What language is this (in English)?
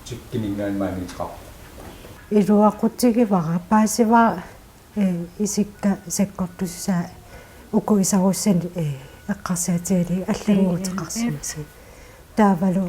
Kalaallisut